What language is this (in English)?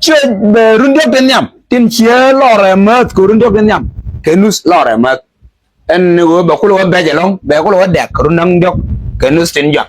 Nuer